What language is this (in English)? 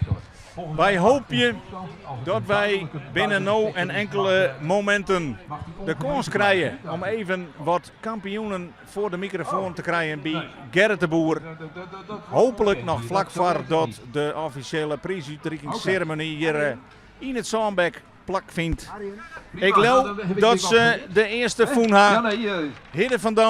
Western Frisian